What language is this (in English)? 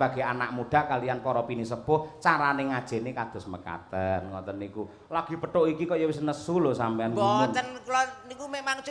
Javanese